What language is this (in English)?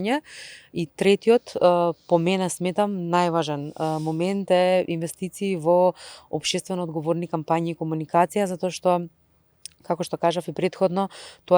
Macedonian